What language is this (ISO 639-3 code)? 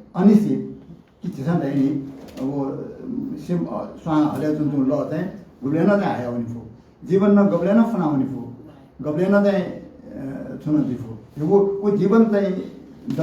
new